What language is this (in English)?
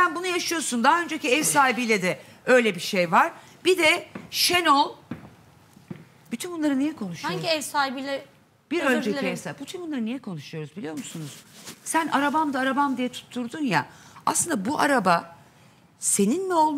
Turkish